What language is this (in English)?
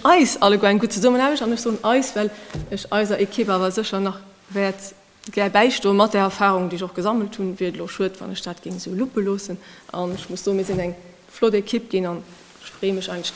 Luxembourgish